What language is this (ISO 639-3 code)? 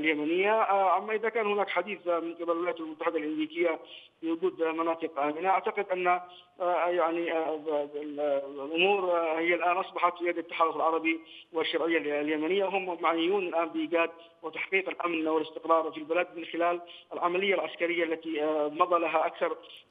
ara